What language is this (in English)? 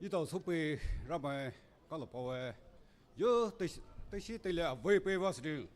Poumei Naga